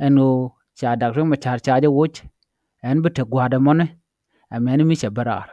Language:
Nuer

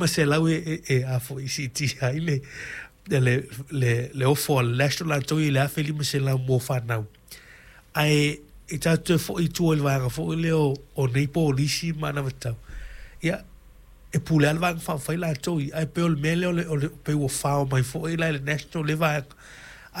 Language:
Samoan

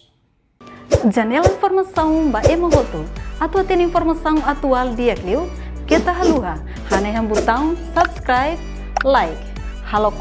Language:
Tetum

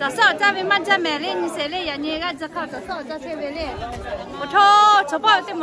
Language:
Lahu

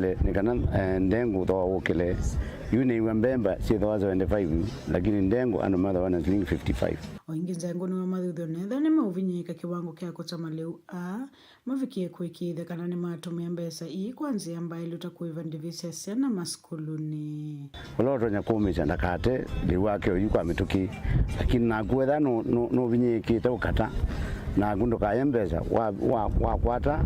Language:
Kamba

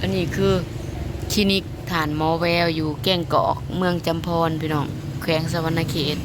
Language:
Lao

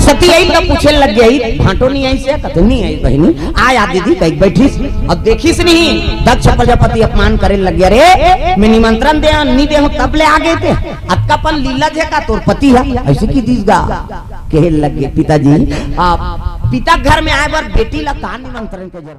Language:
Chhattisgarhi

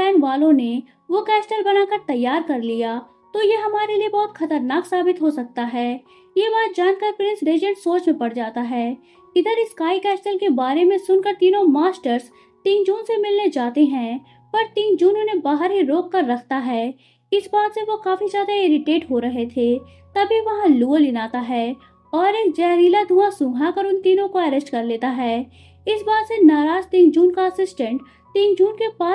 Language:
Hindi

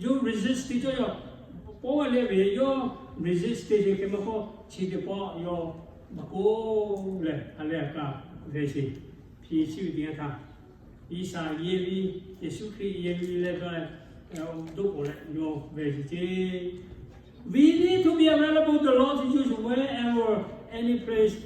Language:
Lahu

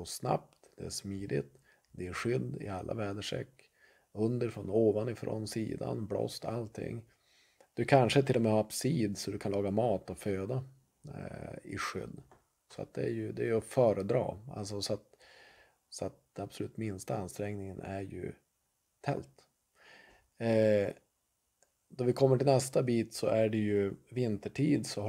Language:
Swedish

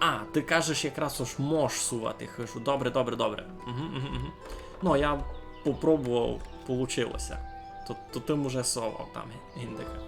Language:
Rusyn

